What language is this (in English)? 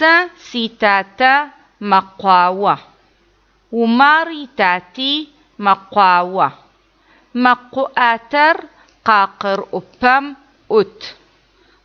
Adyghe